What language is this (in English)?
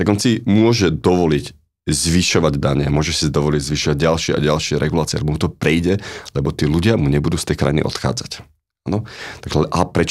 Slovak